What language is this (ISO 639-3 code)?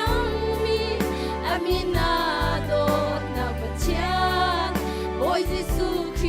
cnh